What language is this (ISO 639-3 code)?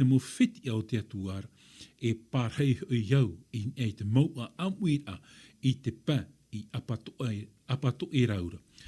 tah